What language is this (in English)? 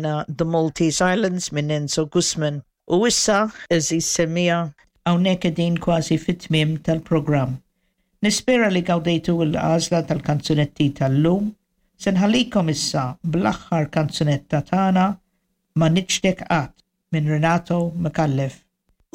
Maltese